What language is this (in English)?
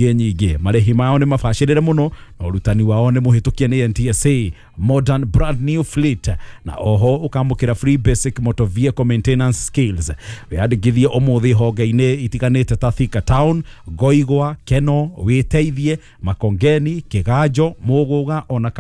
Kikuyu